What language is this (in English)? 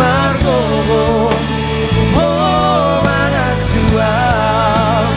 Batak Toba